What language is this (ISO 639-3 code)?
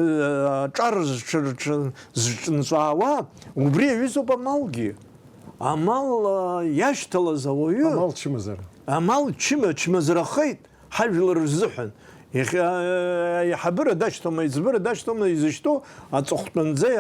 abk